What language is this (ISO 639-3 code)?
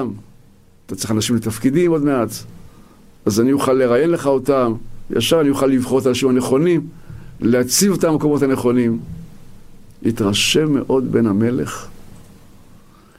heb